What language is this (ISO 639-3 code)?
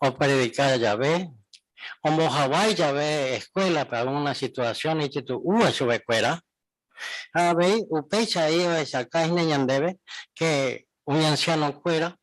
grn